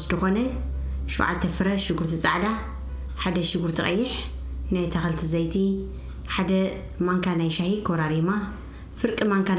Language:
Tigrinya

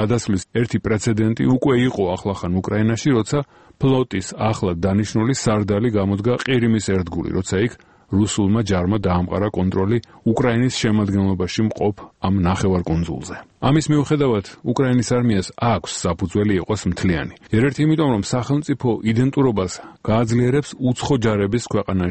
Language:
Georgian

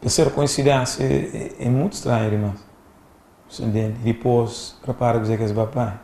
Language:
Kabuverdianu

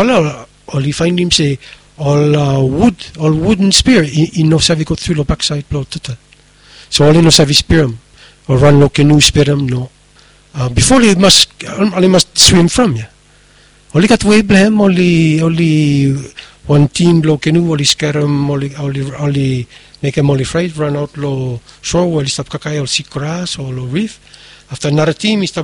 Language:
Bislama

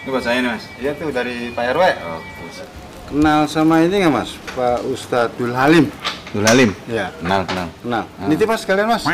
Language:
Betawi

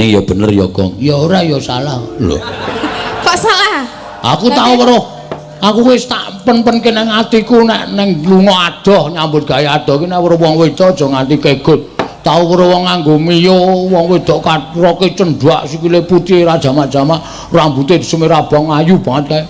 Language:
Javanese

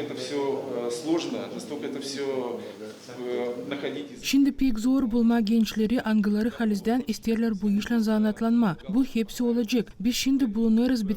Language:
Gagauz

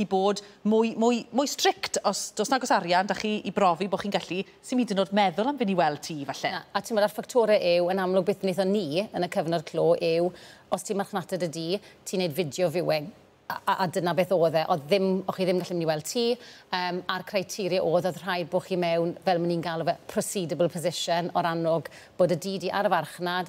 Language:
Welsh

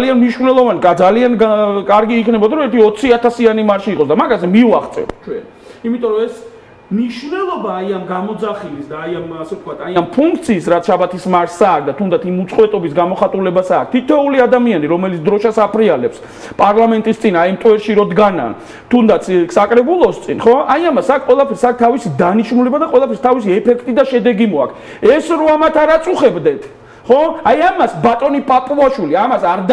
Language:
Georgian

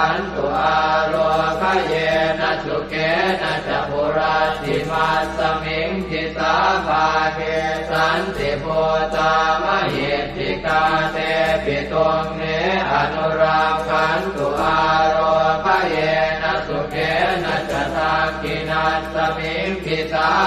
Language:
Pali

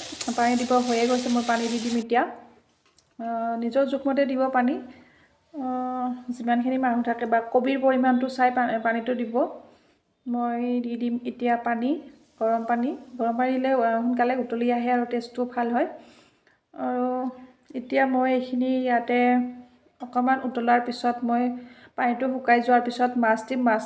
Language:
Assamese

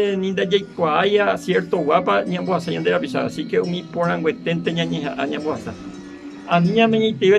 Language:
Guarani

